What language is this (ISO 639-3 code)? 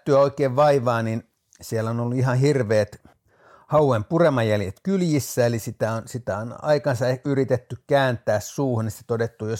fin